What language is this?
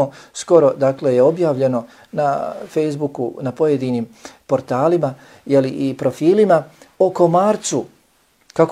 Bosnian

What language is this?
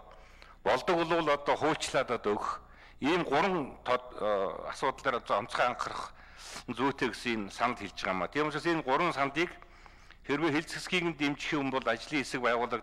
Mongolian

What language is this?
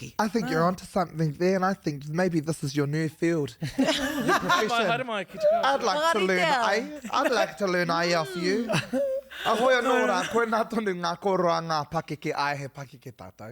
Māori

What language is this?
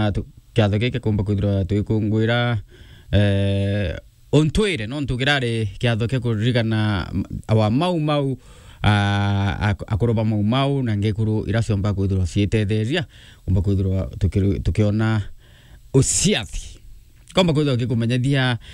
Meru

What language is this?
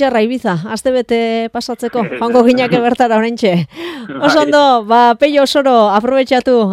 Basque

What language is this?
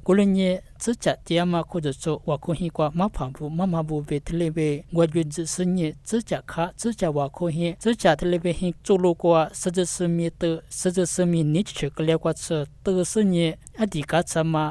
Lisu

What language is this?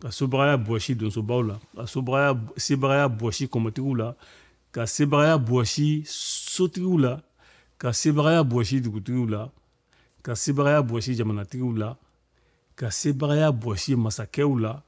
Bambara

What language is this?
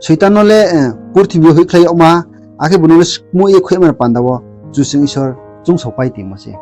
Riang (India)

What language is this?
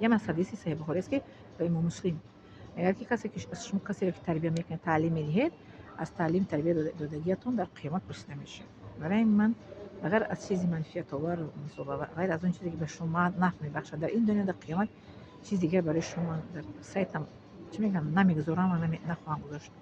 Tajik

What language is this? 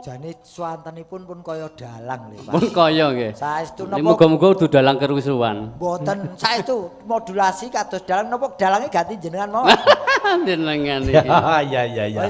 Javanese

